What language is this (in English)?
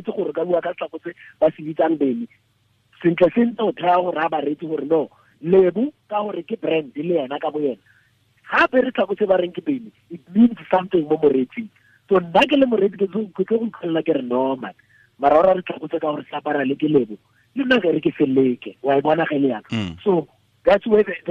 Tswana